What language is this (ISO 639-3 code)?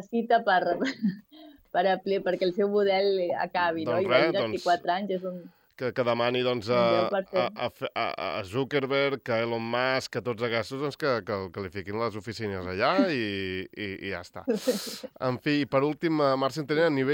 cat